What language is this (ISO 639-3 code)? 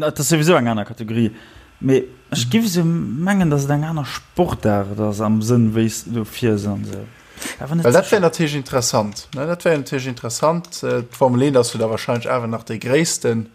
ltz